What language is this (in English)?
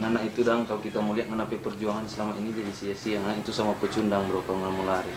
Manado Malay